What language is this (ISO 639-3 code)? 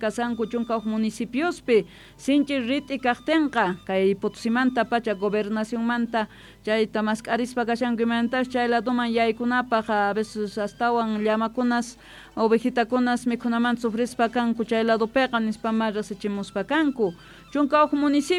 quh